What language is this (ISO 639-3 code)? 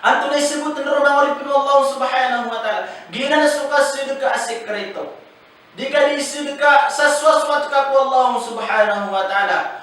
mrw